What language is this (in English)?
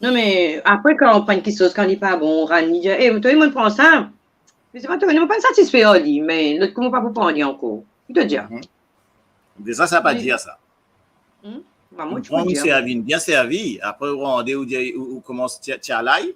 Morisyen